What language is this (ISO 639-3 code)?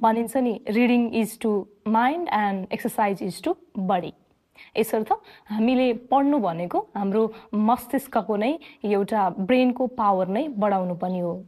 nep